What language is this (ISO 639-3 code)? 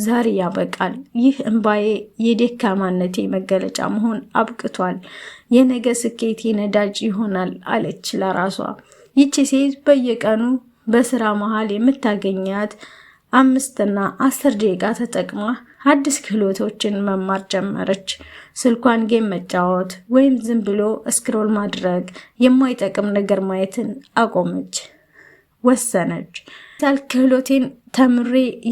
amh